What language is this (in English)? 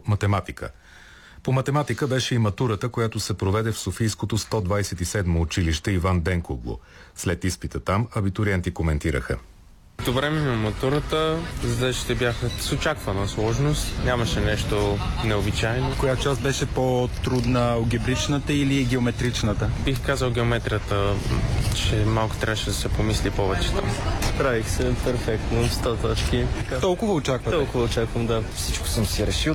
Bulgarian